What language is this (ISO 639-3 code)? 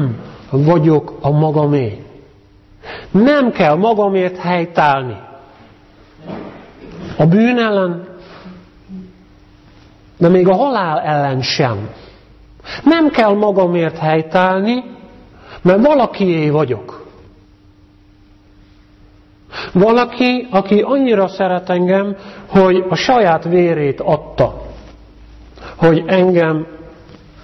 hun